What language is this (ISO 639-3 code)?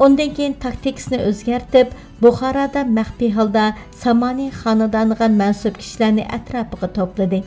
uig